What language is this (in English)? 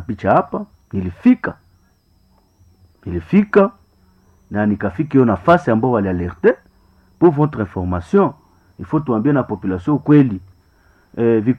Swahili